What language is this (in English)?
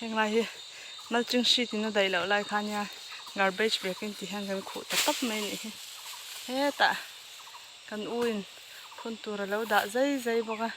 Mizo